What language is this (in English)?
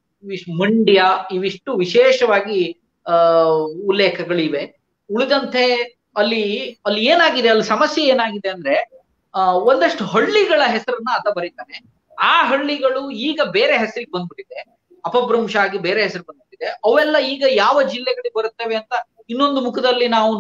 Kannada